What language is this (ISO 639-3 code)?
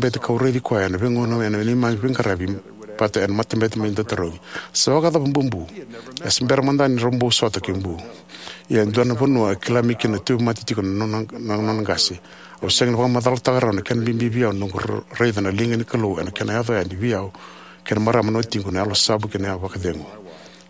fij